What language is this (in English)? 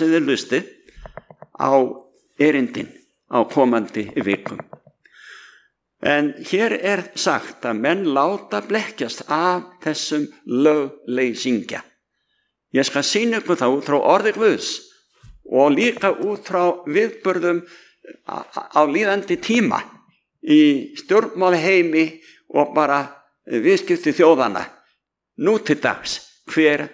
Icelandic